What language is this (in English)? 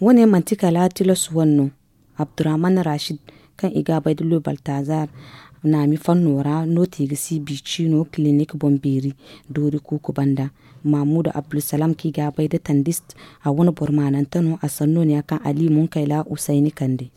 Zarma